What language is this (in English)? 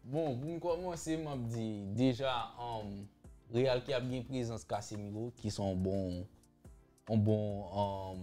Haitian Creole